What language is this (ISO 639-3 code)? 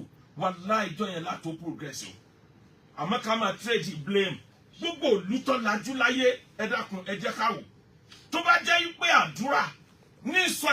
yor